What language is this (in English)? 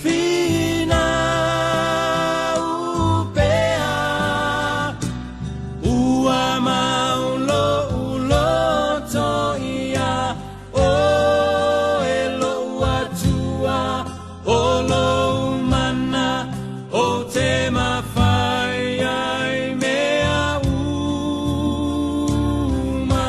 Samoan